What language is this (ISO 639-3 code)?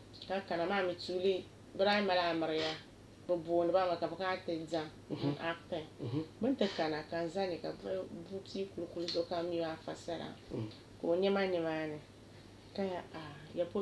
dag